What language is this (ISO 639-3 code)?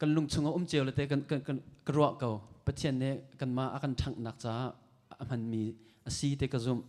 cnh